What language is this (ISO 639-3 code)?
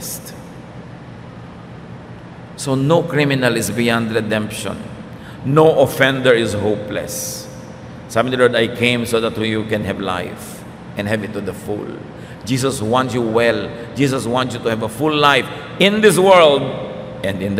fil